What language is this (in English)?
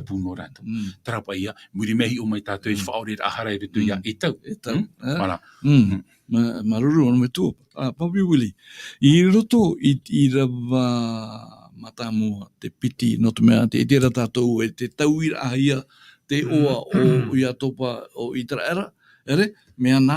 Tahitian